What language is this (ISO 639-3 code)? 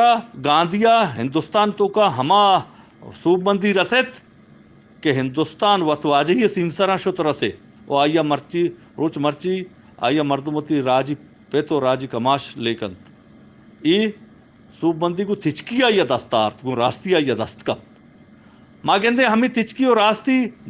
bgp